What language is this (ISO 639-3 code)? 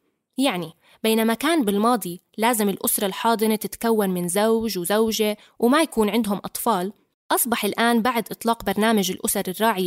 apc